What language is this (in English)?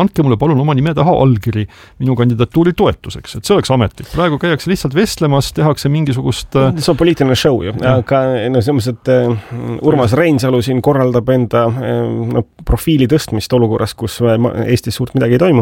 Estonian